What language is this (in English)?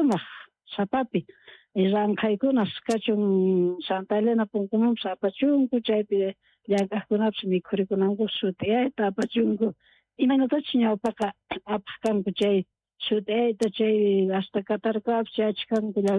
South Bolivian Quechua